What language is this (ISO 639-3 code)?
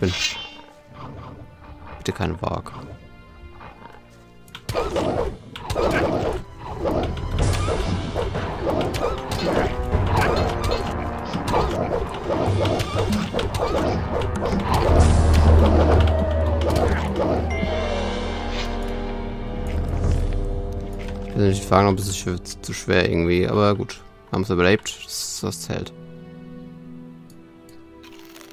deu